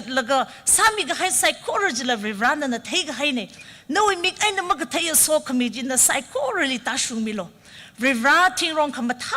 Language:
Tangkhul Naga (India)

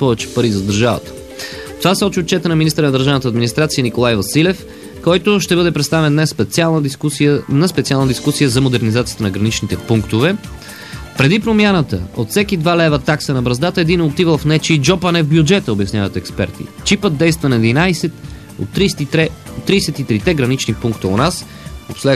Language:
Bulgarian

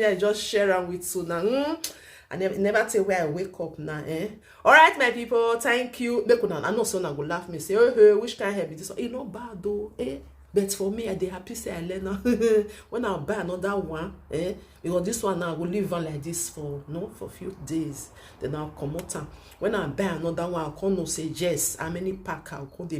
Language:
Nigerian Pidgin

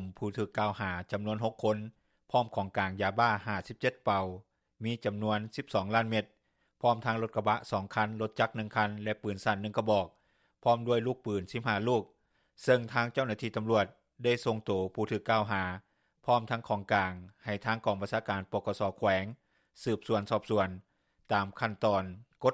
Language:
Lao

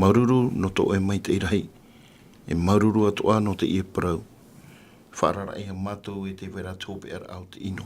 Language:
Tahitian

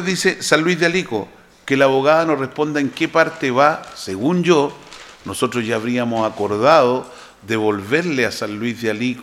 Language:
Spanish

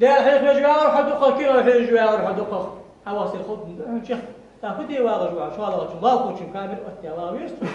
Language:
Ingush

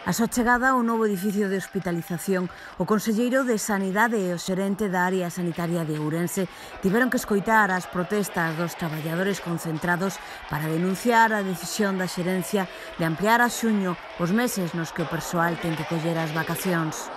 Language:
Galician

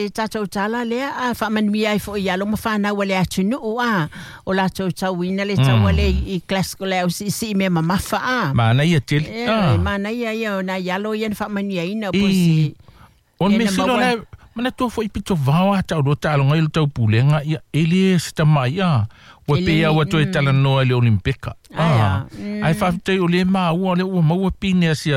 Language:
Samoan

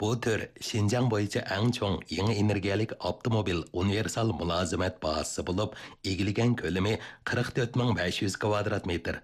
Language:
Uyghur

